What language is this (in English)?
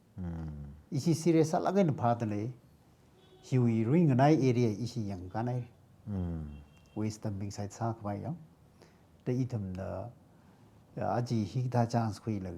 Tangkhul Naga (India)